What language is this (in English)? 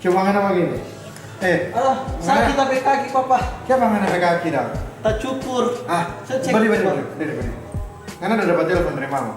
Manado Malay